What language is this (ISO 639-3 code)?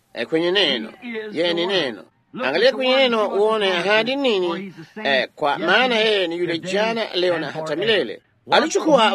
swa